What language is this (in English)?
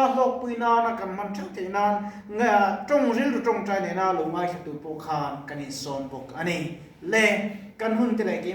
Mizo